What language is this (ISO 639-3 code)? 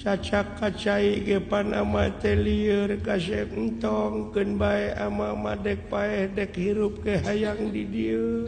sun